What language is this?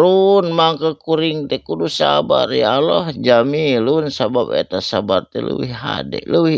Sundanese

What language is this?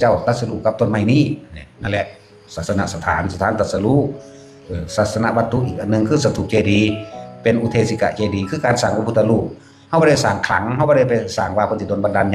Northeastern Thai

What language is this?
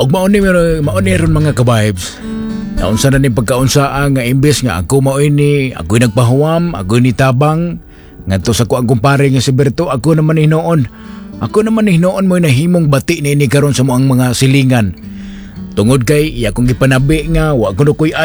Cebuano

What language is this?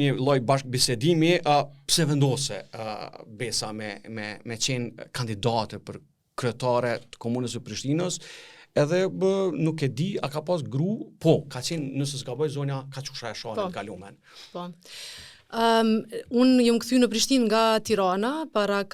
Albanian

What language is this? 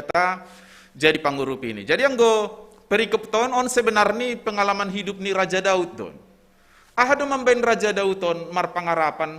Batak Simalungun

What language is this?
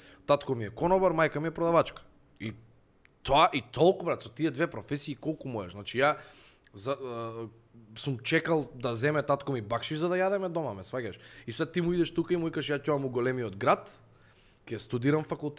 Macedonian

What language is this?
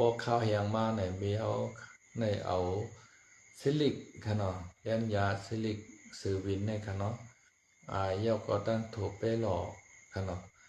Shan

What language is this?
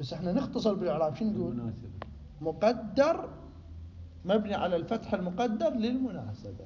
Mesopotamian Arabic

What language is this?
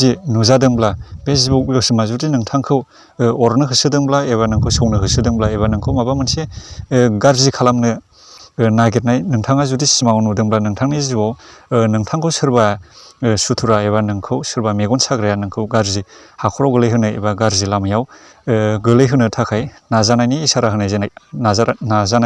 Bodo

